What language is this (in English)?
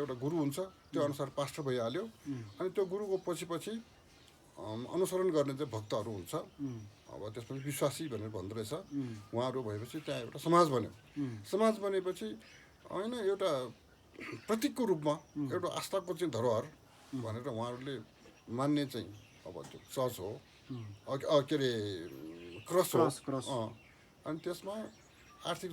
Nepali